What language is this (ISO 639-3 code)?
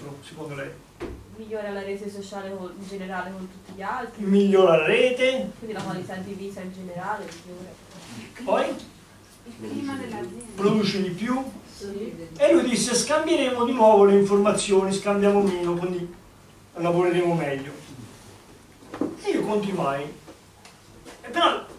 ita